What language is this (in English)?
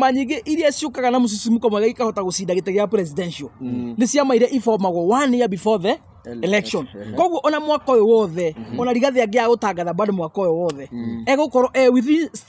Kikuyu